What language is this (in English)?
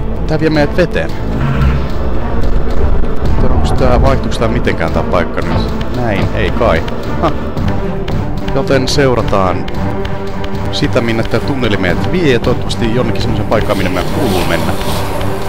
Finnish